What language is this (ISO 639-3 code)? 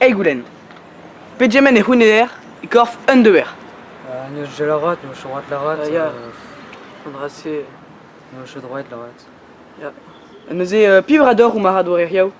bre